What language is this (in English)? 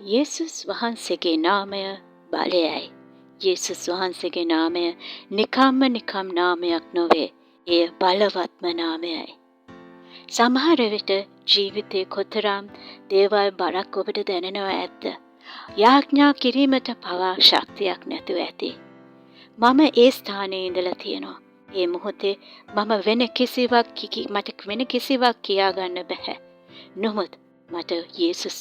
Sinhala